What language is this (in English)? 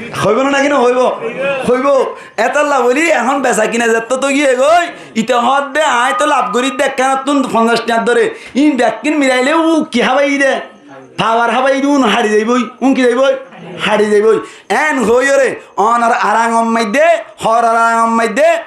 Rohingya